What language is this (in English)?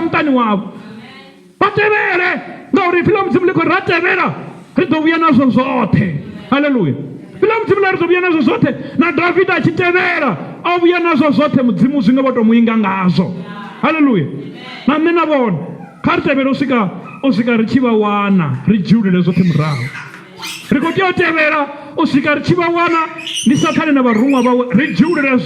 Venda